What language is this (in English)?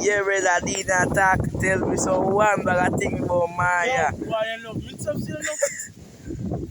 Jamaican Creole English